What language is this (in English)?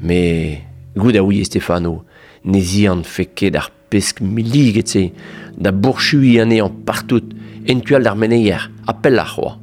Breton